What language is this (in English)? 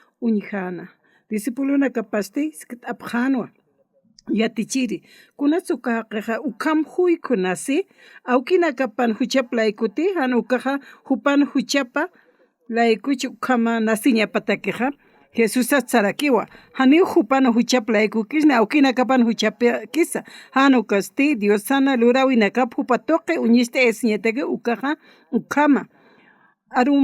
Aymara